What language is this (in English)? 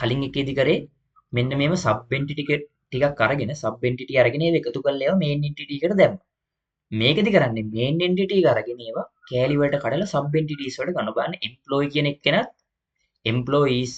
Sinhala